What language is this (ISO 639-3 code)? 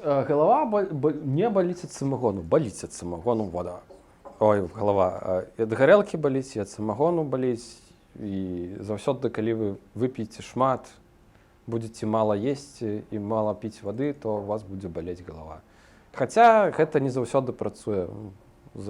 bel